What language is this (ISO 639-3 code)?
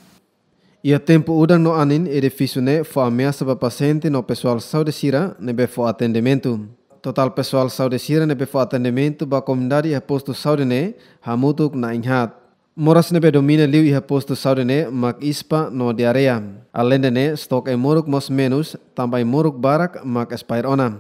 tet